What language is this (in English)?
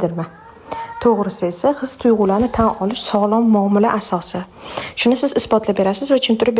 Uzbek